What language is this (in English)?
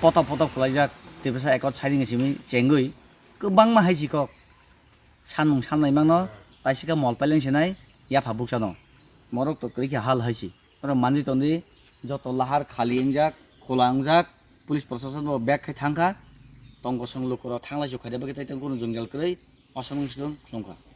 Kok Borok